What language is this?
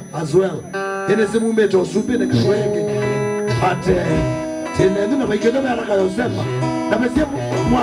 Kamba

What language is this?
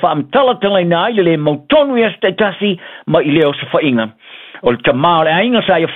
Samoan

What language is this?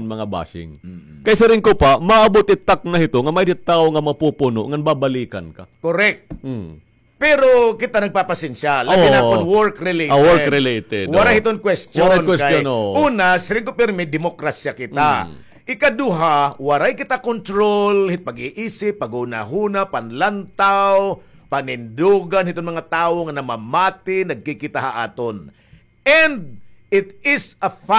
Waray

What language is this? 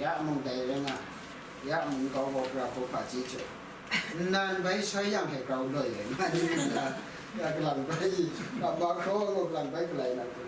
Kachin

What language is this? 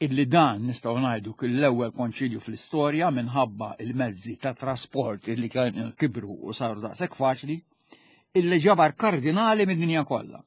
Maltese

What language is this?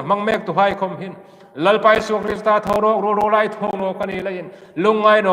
Hmar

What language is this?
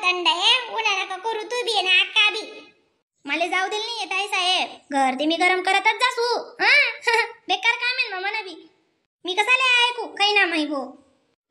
Khandesi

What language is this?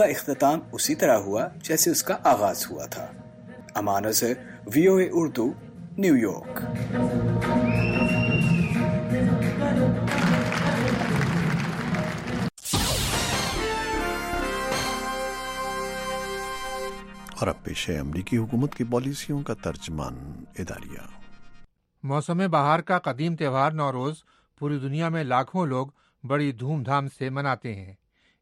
Urdu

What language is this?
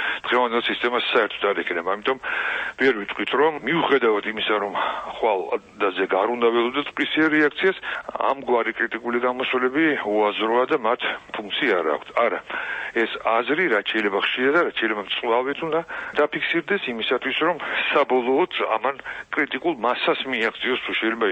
Georgian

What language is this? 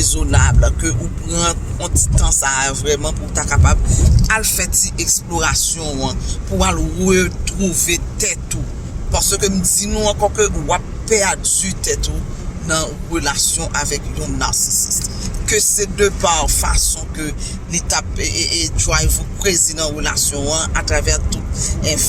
Haitian Creole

